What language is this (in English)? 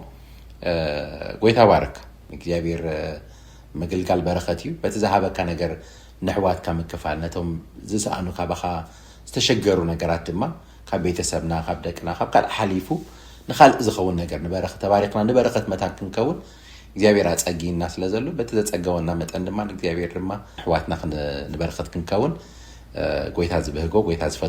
Tigrinya